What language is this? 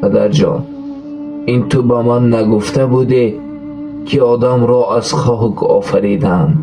Tajik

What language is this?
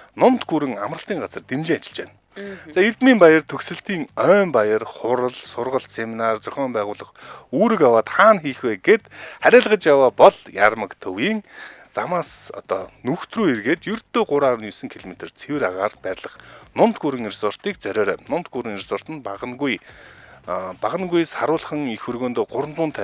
Mongolian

